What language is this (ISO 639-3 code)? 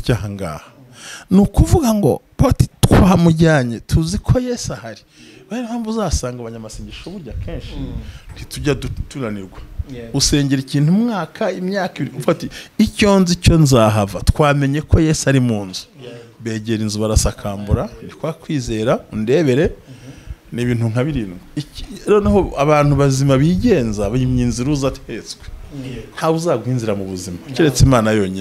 kin